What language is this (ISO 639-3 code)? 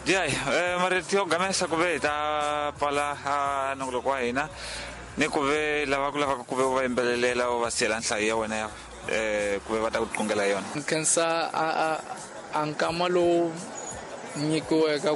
tso